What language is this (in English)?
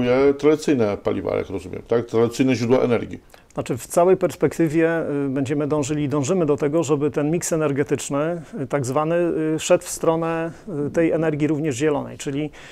Polish